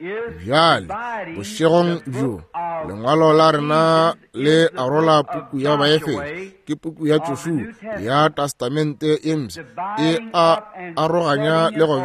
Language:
Northern Sotho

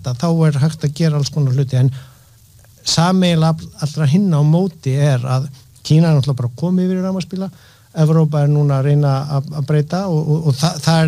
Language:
Icelandic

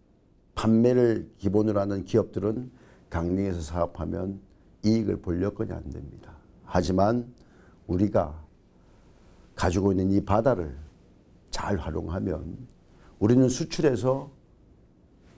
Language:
Korean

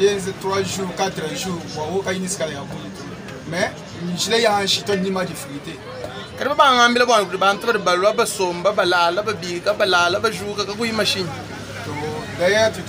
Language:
Luba-Lulua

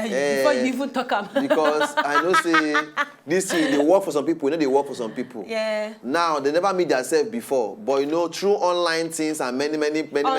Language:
Nigerian Pidgin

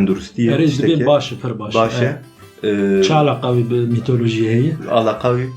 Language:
Kurdish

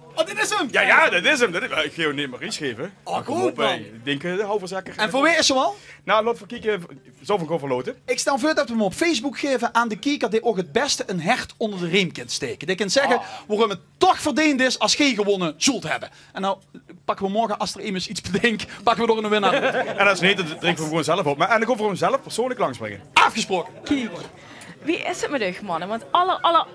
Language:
Limburgish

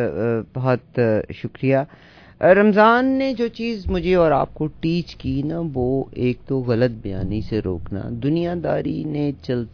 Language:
Urdu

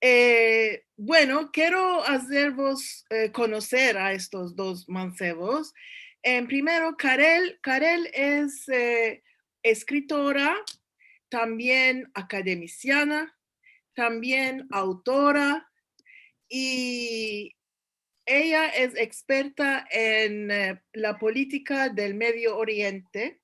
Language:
Ladino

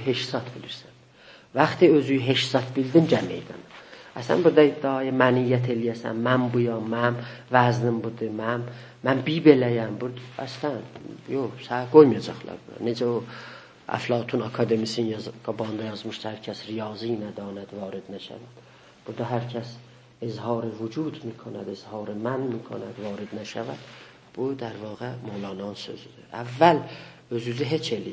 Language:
South Azerbaijani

